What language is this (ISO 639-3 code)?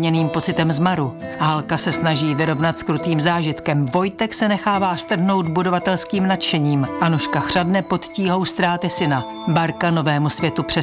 ces